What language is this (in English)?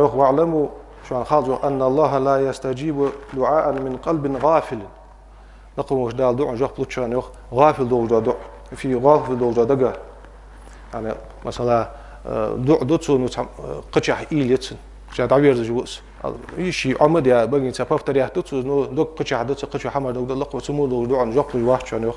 Ingush